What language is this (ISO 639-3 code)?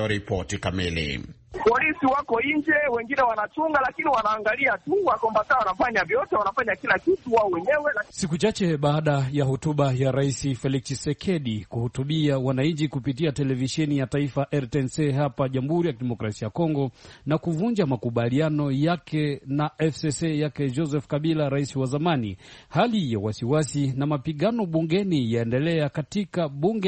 swa